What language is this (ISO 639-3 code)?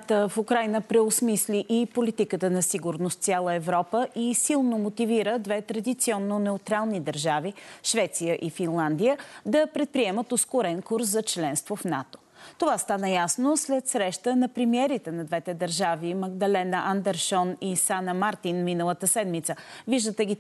bul